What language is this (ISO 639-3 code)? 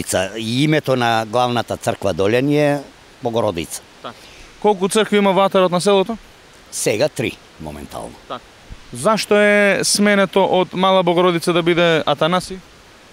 mkd